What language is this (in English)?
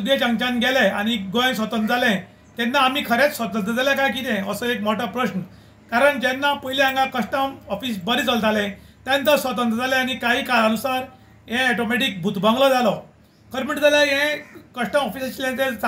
Konkani